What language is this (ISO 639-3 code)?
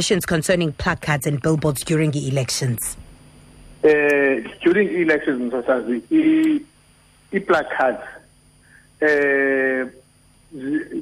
xho